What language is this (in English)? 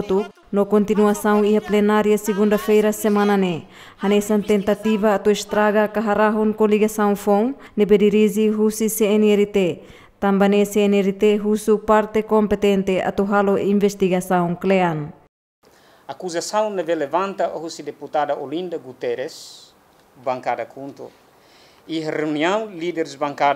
Tetum